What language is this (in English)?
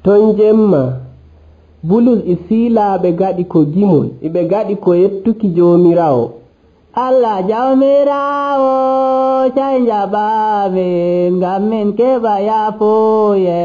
Nigerian Fulfulde